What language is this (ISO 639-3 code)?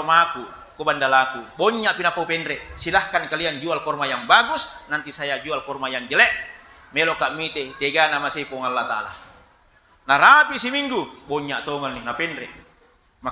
bug